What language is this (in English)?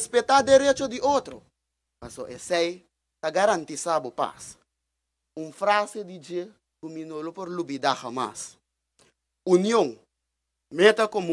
Papiamento